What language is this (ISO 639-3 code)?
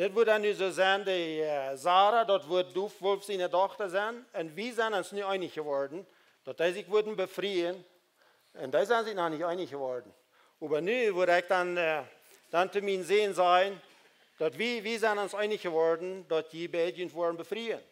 pdt